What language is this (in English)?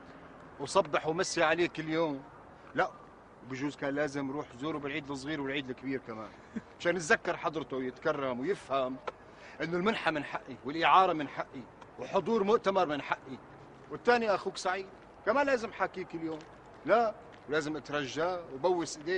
North Levantine Arabic